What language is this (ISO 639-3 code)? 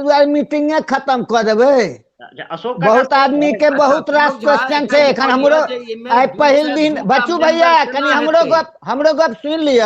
mai